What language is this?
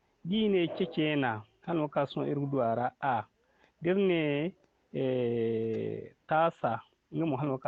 Zarma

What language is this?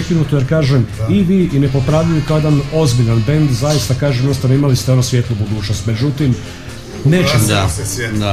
Croatian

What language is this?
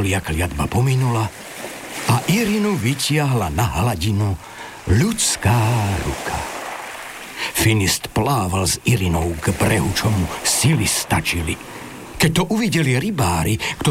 Slovak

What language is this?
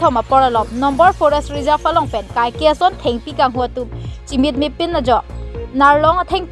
Karbi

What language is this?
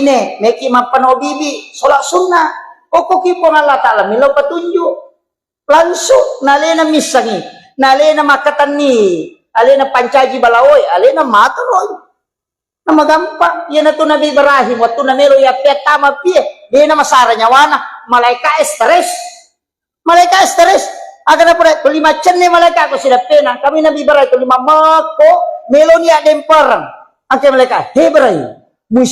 Buginese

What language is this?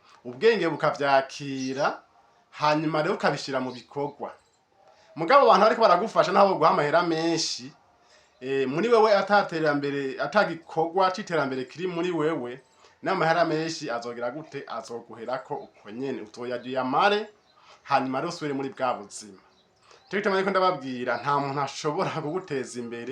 Rundi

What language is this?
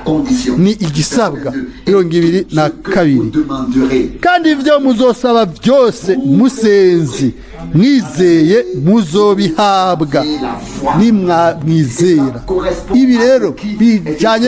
Rundi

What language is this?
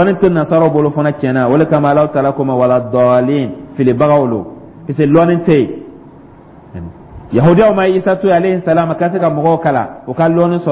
Dyula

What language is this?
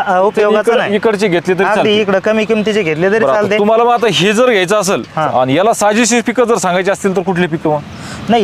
Marathi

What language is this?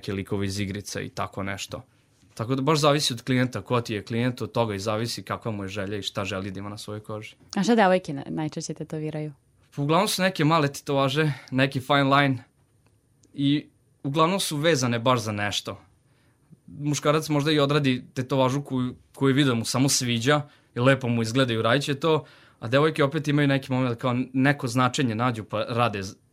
Serbian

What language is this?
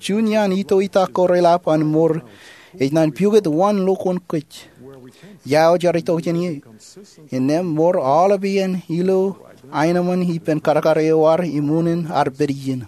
Marshallese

